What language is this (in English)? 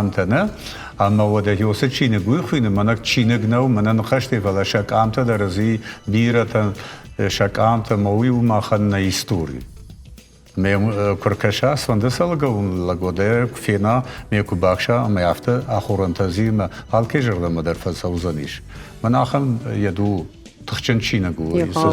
Ossetic